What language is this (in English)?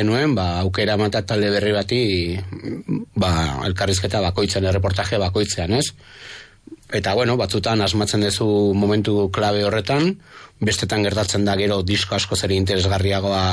Basque